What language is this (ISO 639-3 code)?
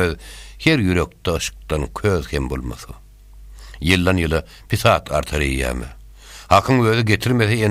tuk